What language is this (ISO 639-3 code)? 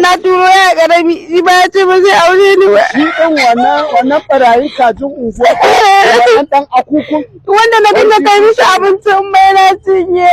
hau